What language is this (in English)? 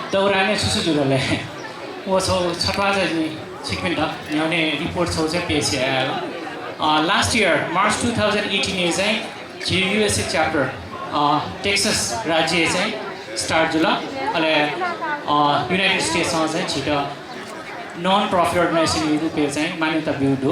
Newari